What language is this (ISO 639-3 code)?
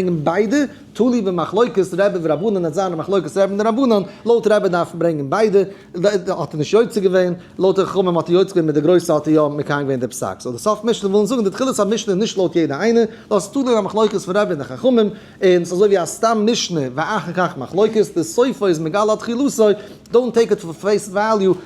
yid